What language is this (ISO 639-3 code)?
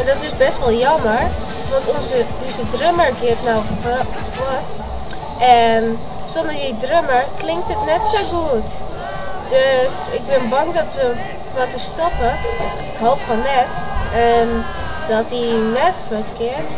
fry